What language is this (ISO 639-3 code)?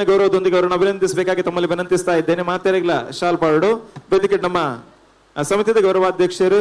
tcy